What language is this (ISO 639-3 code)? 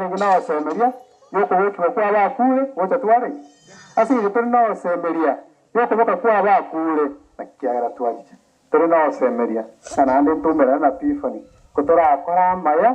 guz